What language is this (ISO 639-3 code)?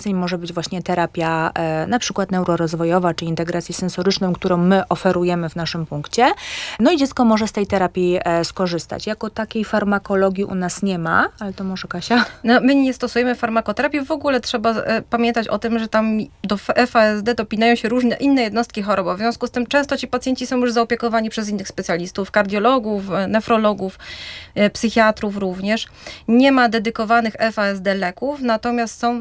pol